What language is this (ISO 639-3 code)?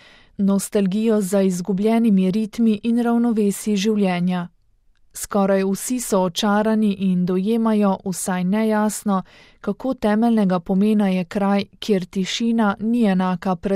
slv